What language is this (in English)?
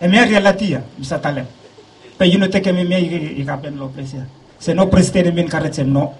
Bislama